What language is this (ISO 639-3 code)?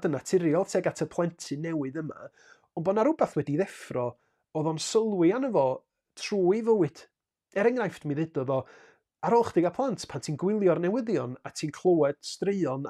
cym